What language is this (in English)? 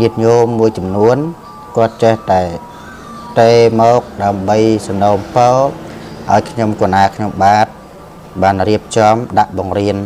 Khmer